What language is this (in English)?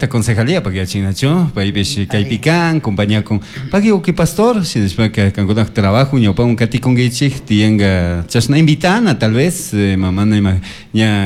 Chimborazo Highland Quichua